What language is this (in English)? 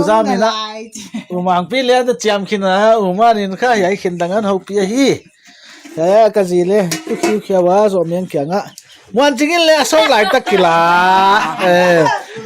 Paite Chin